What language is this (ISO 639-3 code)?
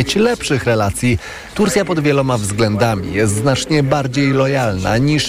pol